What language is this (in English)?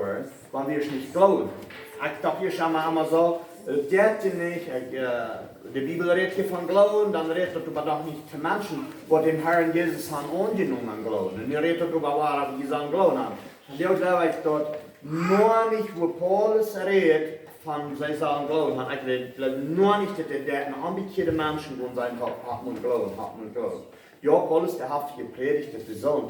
Plautdietsch